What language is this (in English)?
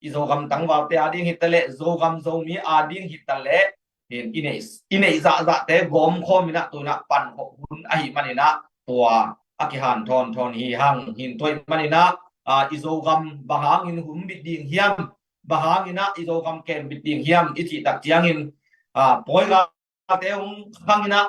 Tedim Chin